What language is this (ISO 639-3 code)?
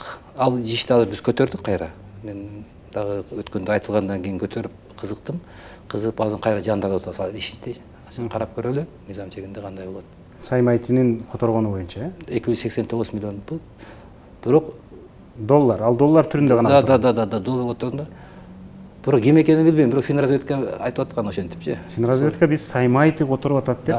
kir